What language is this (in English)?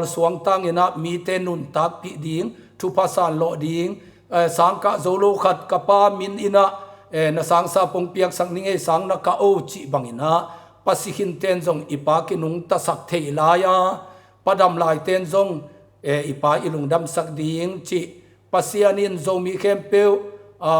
Tedim Chin